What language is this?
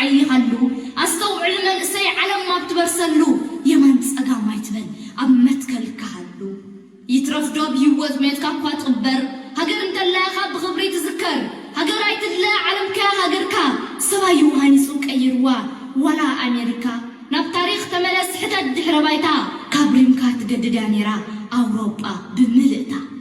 Tigrinya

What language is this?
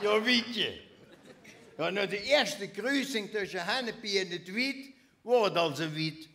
Limburgish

